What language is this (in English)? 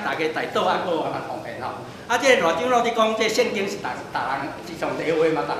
Min Nan Chinese